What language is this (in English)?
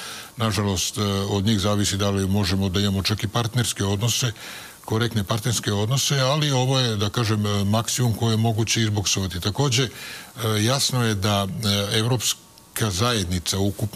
Serbian